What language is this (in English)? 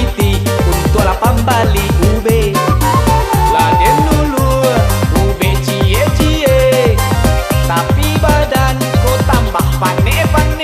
Minangkabau